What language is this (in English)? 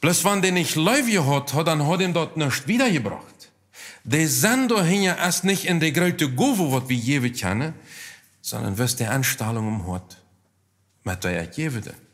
Plautdietsch